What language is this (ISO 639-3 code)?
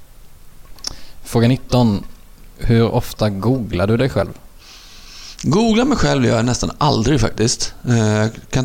swe